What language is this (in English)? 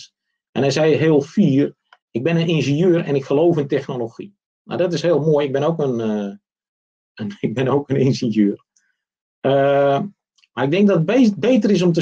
Dutch